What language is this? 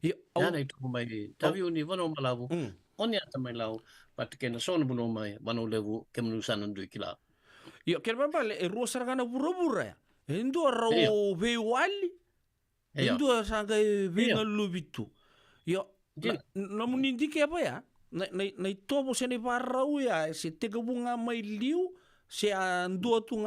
Fijian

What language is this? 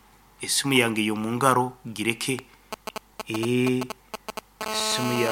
Nyankole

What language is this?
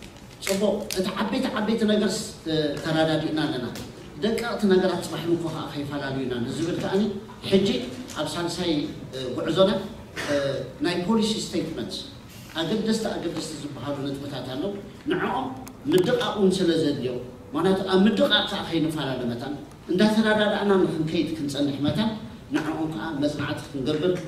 Tigrinya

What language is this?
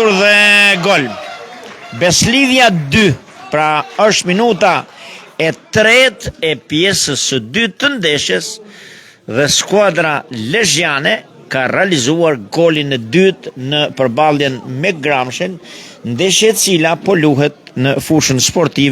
Albanian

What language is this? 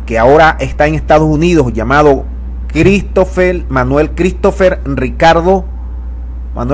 Spanish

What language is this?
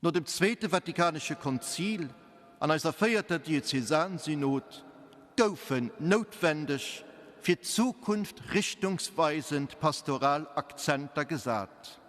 Luxembourgish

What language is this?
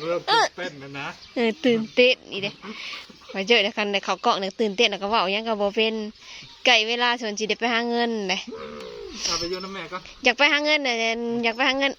Northeastern Thai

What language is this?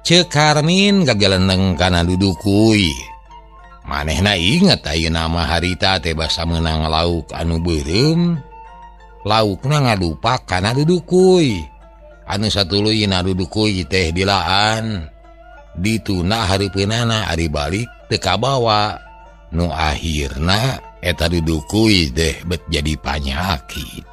Sundanese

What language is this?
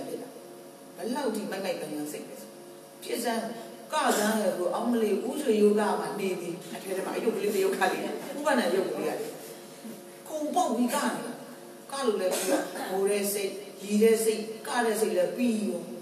Burmese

